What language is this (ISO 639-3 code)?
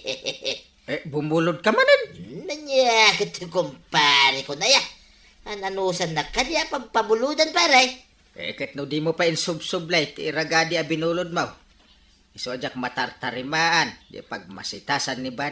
ilo